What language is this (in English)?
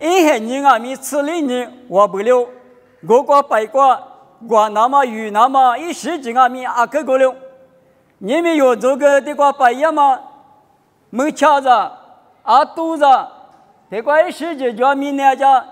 Lisu